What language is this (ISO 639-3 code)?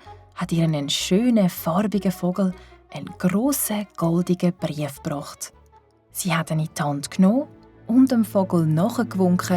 gsw